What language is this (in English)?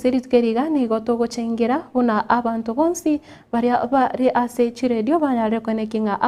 Gusii